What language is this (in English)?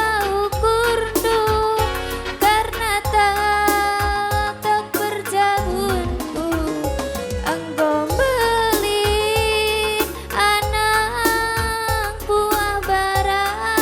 Batak Karo